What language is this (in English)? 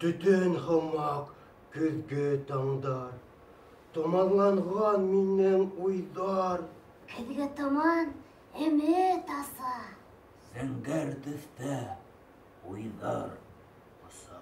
Bashkir